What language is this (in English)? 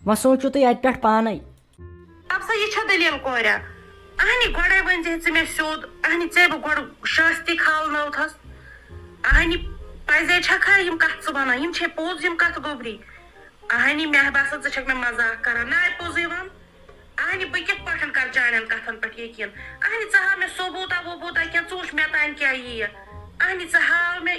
Kashmiri